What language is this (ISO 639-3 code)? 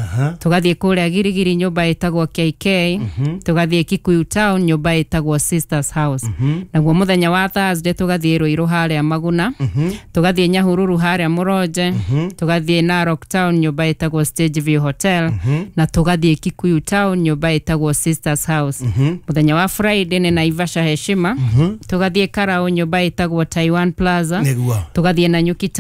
kik